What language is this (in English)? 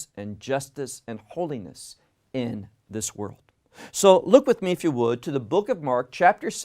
English